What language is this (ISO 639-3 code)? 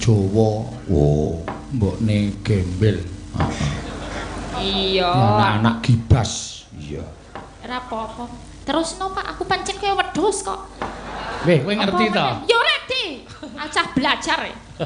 jav